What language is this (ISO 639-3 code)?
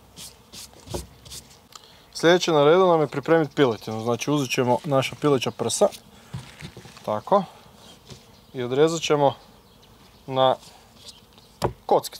hrv